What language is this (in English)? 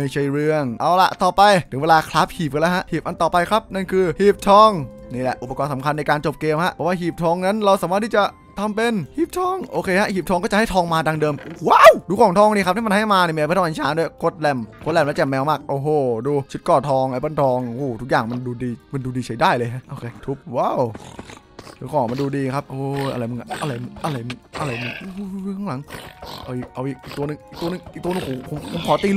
Thai